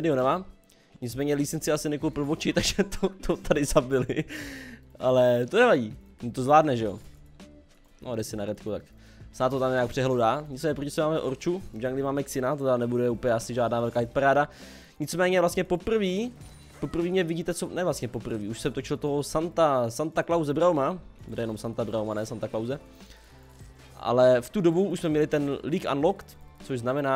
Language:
Czech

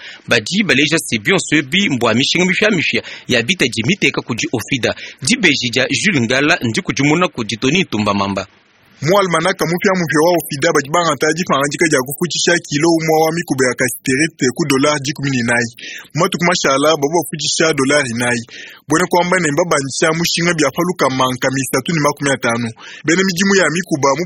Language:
Luba-Lulua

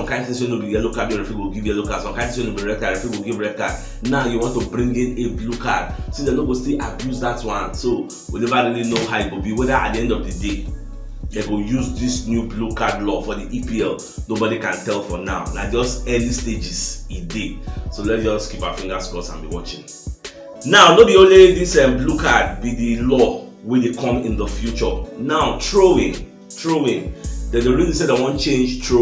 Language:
Nigerian Pidgin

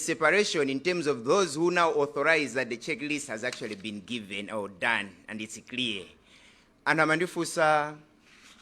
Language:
Nyanja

